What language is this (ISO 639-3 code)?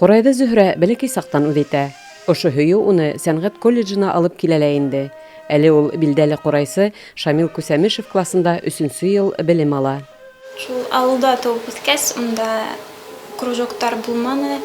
bak